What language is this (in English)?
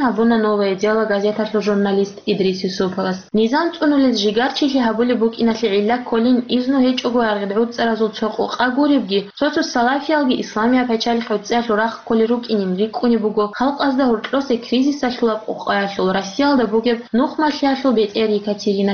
Avaric